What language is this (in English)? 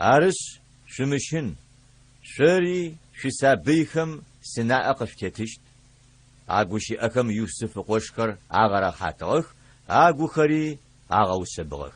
Adyghe